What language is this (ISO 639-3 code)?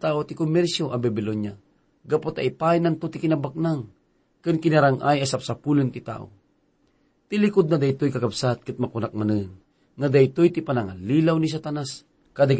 ilo